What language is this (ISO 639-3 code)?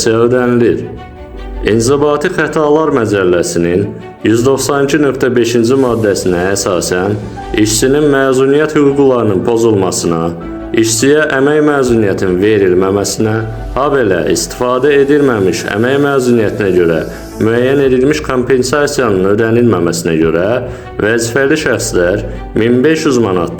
aze